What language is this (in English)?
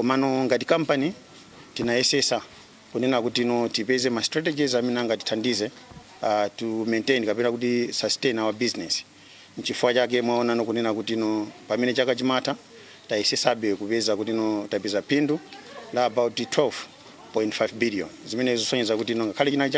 Nyanja